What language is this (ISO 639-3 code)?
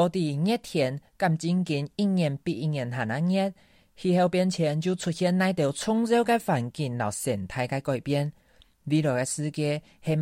hak